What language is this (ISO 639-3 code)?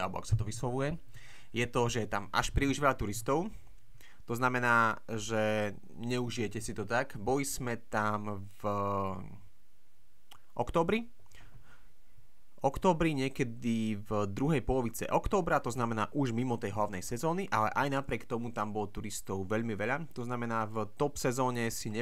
slk